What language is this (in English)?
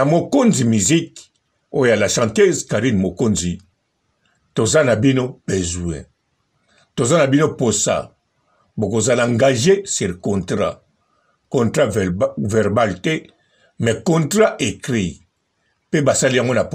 Lingala